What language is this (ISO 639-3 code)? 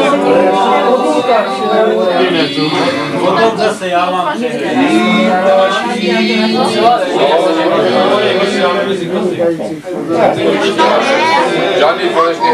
ces